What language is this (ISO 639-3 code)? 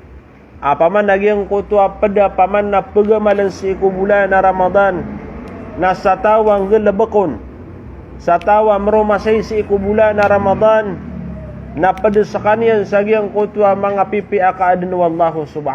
mrw